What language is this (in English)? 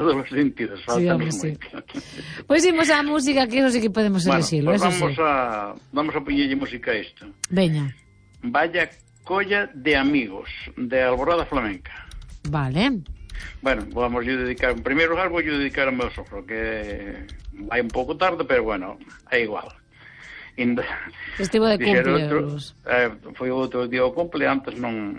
Galician